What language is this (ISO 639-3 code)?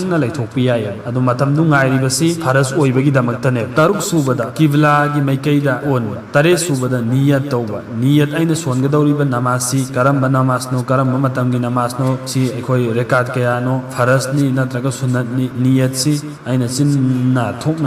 mni